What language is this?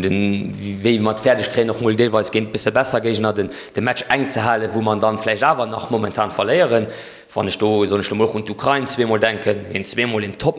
Luxembourgish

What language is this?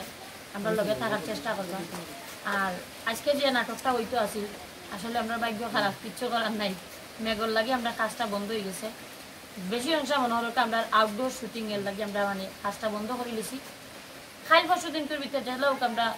Sylheti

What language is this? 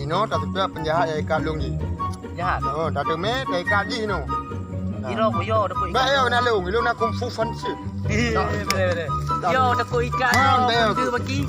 Achinese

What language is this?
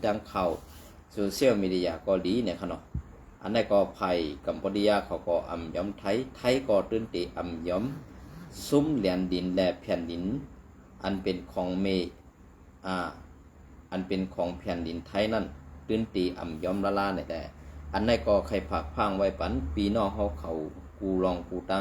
Shan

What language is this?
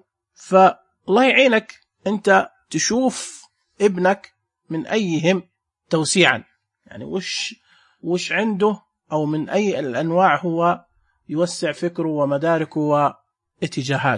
Najdi Arabic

